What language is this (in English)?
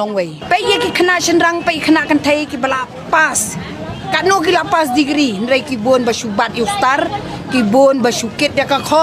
Khasi